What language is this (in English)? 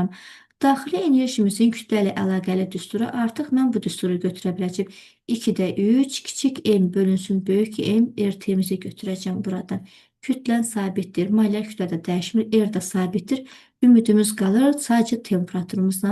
Azerbaijani